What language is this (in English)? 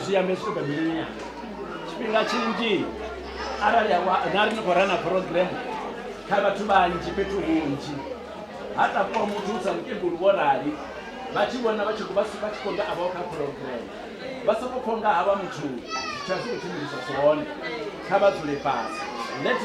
Venda